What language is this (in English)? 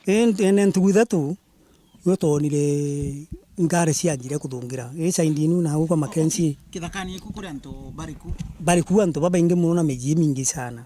Meru